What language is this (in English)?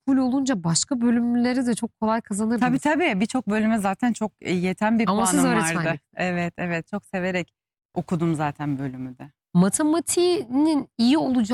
Turkish